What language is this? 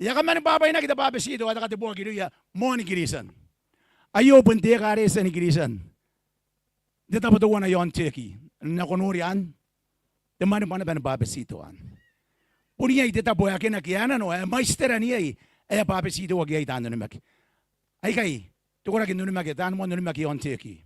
Gilbertese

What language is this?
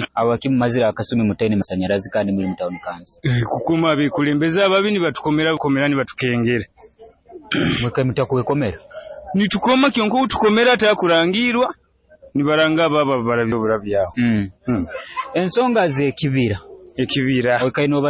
Nyoro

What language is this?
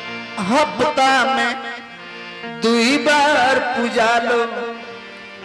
Bhojpuri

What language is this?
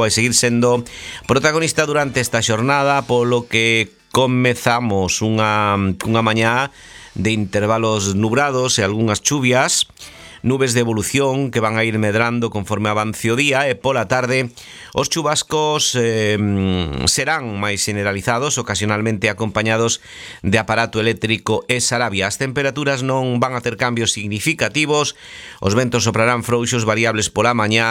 Galician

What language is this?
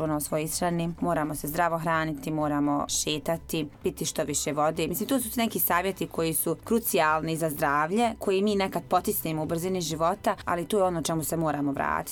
Bosnian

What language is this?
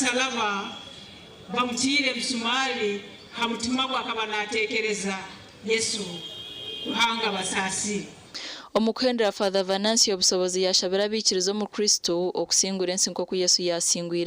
Nyankole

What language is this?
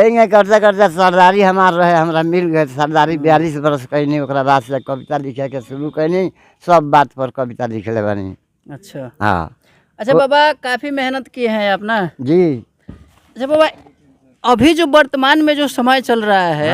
Bhojpuri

